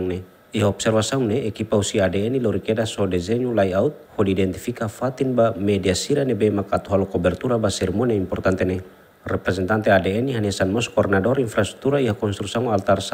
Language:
Tetum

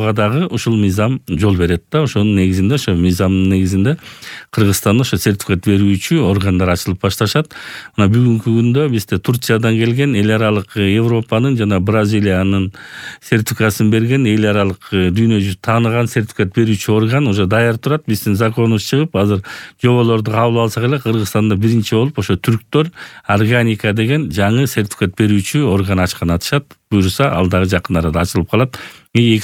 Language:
Kyrgyz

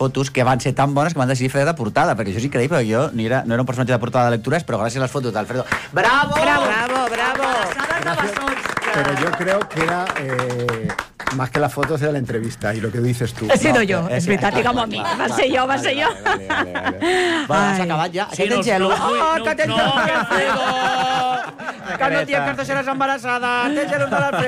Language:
Catalan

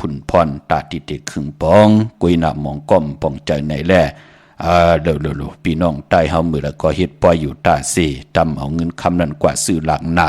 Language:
Shan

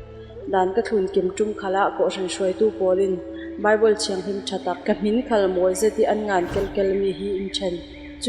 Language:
Falam Chin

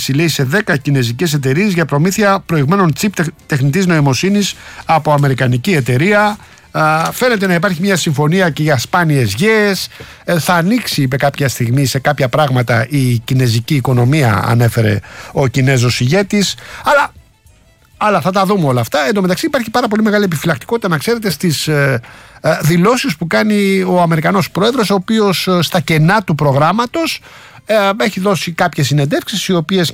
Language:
Greek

